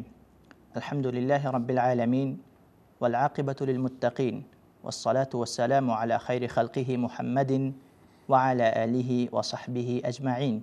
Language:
Persian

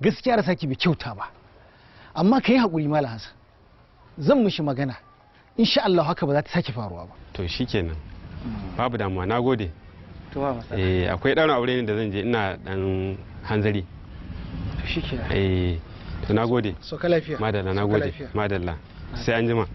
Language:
Hausa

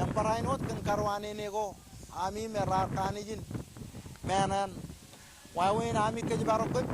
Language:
Marshallese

